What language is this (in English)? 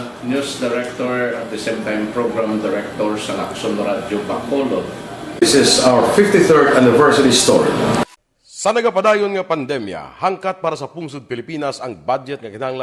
Hiligaynon